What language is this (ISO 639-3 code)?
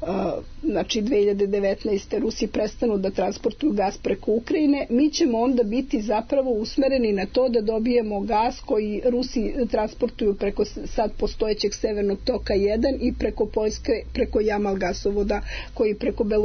srp